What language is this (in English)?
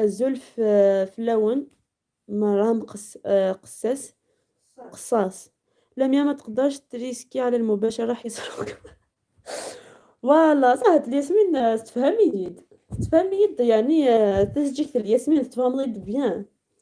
Algerian Arabic